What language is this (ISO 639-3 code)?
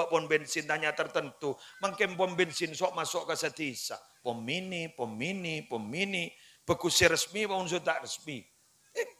mad